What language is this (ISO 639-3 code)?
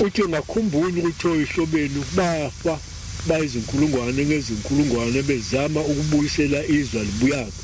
zul